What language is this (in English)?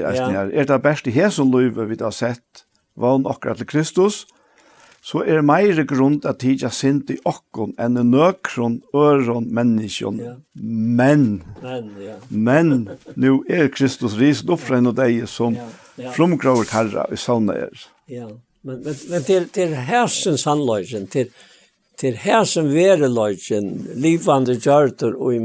Faroese